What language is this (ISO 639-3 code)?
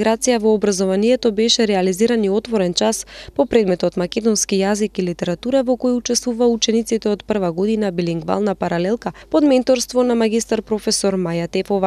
mkd